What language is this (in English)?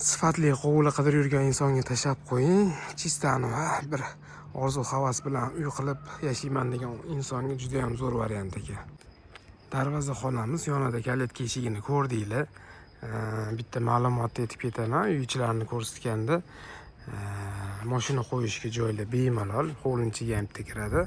Uzbek